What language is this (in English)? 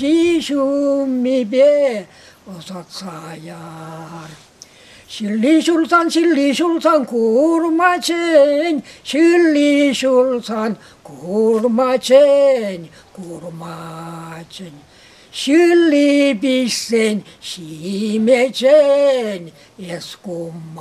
Chuvash